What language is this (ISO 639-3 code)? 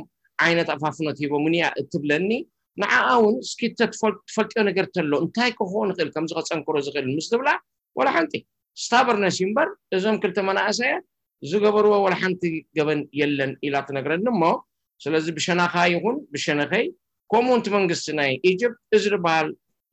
tir